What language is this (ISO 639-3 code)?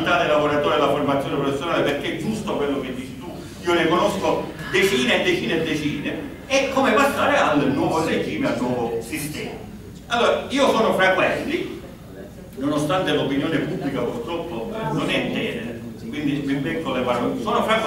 ita